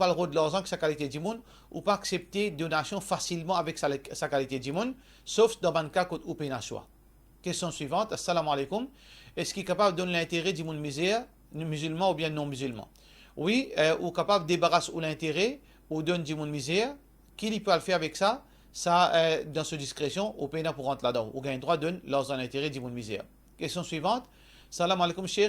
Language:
Morisyen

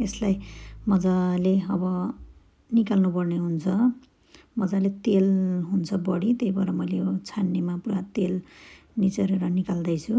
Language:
Nepali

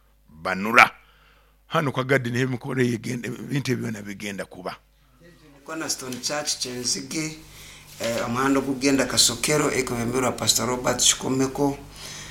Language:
Nyoro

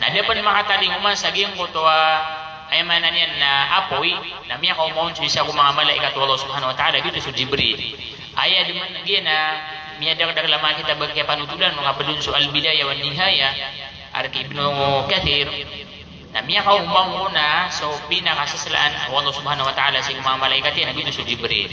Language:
Maranao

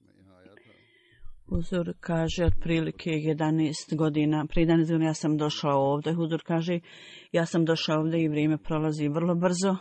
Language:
Bosnian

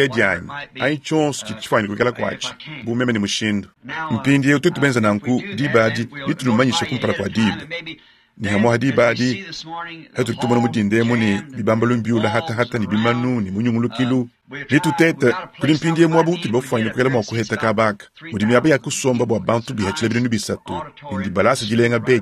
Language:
Luba-Lulua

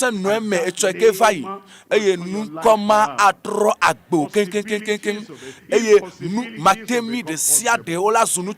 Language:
Ewe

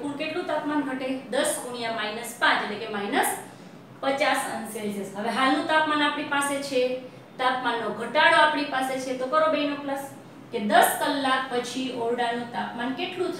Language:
Gujarati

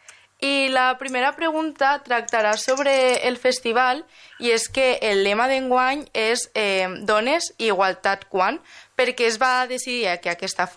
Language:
Catalan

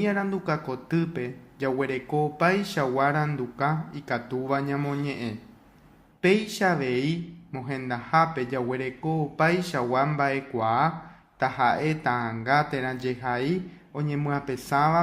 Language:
Guarani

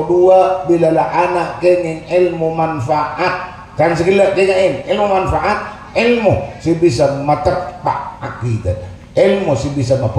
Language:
Madurese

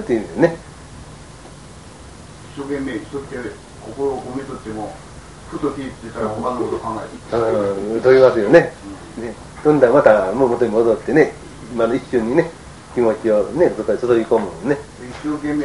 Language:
Japanese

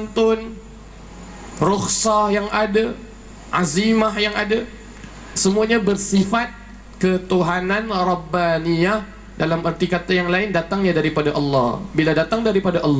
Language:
Malay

